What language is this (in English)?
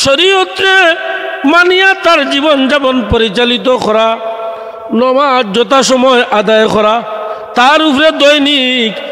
Sylheti